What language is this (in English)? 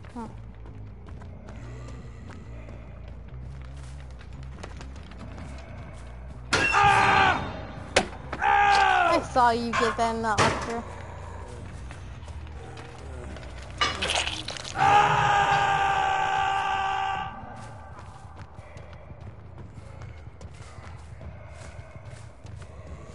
English